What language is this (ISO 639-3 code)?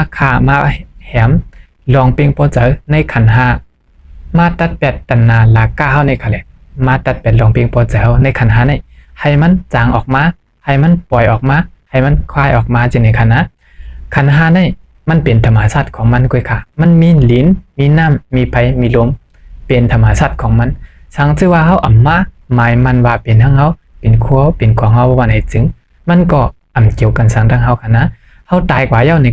shn